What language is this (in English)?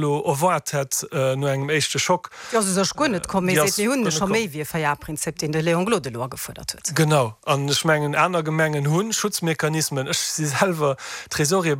Luxembourgish